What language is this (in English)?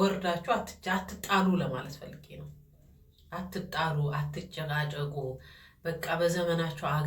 Amharic